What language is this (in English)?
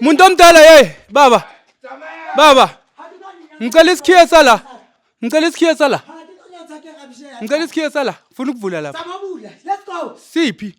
Zulu